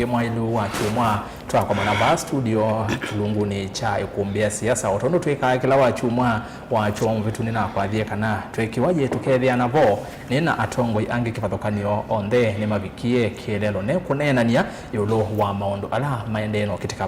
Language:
Kamba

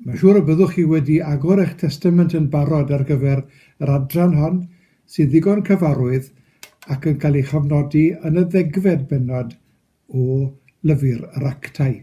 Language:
Welsh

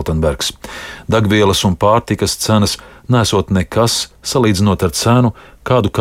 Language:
Latvian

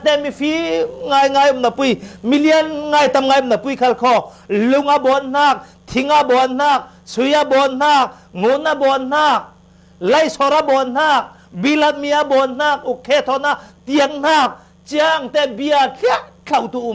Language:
Falam Chin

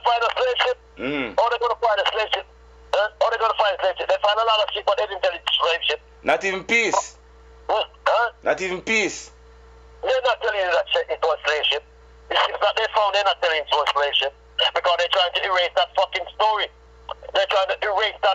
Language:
Jamaican Creole English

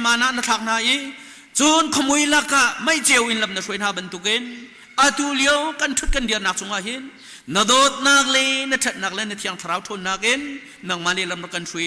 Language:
Hakha Chin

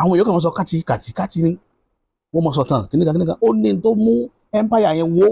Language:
Yoruba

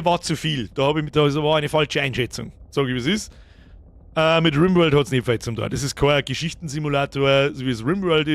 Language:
Bavarian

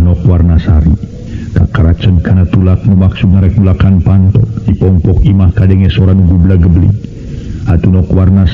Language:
Sundanese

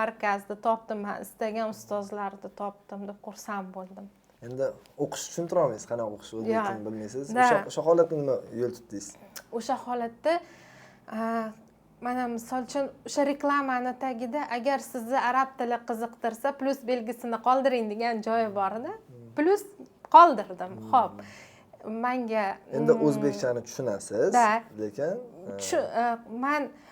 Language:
Uzbek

